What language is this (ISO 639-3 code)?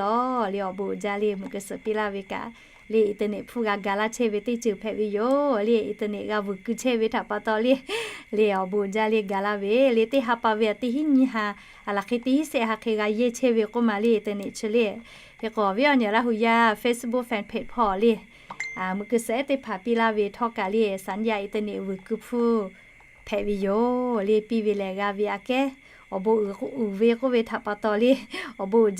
lhu